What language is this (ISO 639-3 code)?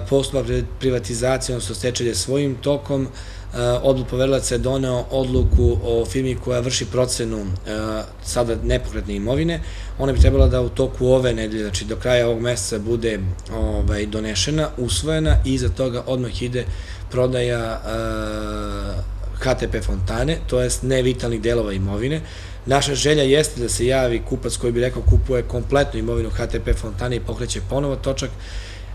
srp